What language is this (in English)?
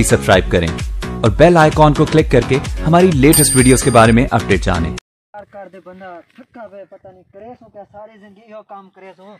Saraiki